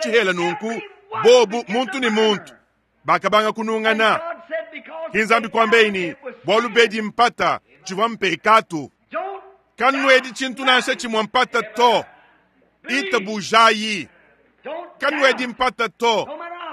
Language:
Luba-Lulua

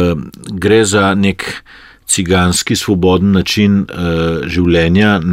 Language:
Slovenian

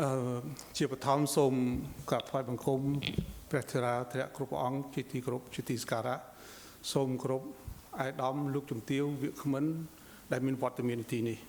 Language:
Khmer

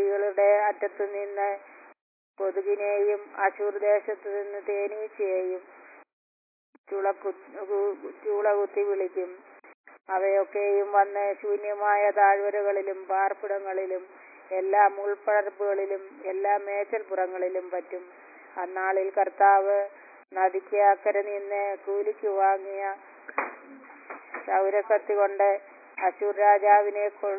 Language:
Malayalam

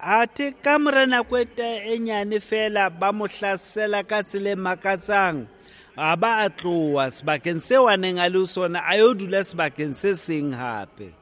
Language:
Southern Sotho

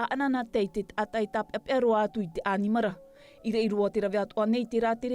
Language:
Tahitian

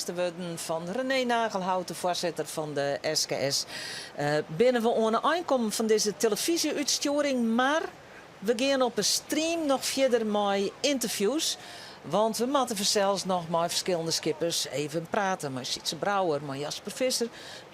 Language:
Western Frisian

